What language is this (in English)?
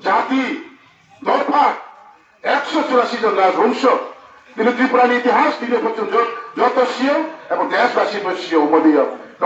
Riang (India)